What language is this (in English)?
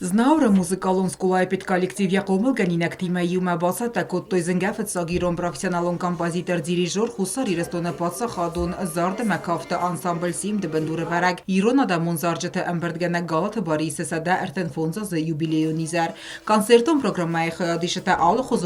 Ossetic